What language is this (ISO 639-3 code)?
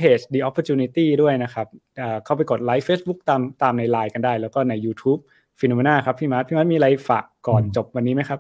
tha